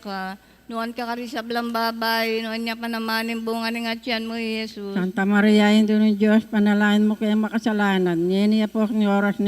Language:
Pampanga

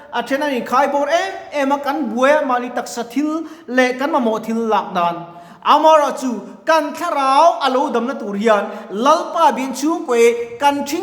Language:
Mizo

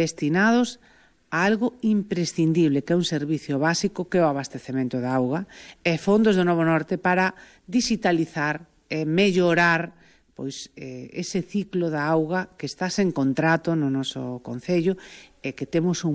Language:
Galician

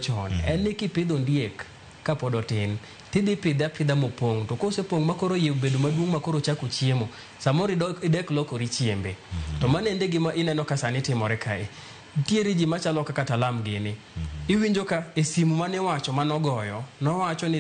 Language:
Luo (Kenya and Tanzania)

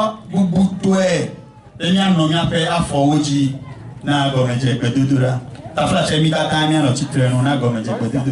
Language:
Ewe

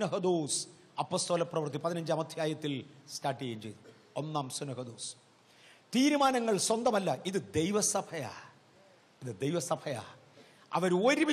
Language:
Malayalam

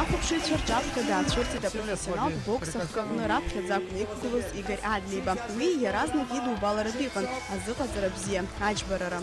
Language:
Abkhazian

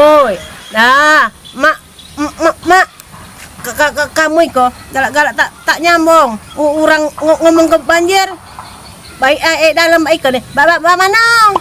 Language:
Musi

